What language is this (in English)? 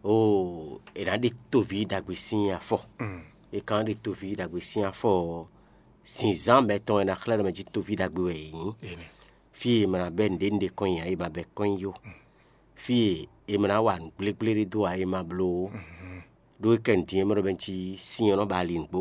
Fon